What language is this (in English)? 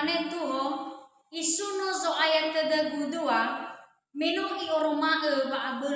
Nias